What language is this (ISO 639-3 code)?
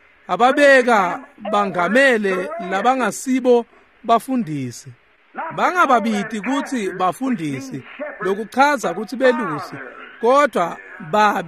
ssw